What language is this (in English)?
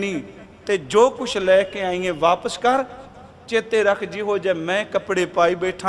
Punjabi